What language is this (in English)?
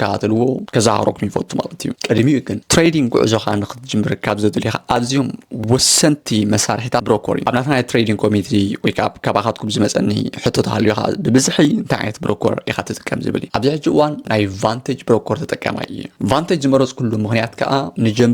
Tigrinya